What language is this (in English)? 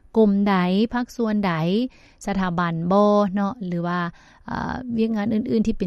Lao